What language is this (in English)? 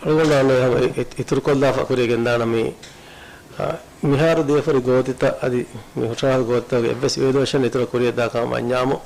Divehi